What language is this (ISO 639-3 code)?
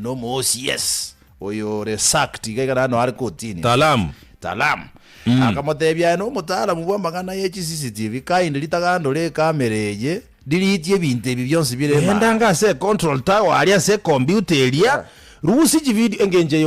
guz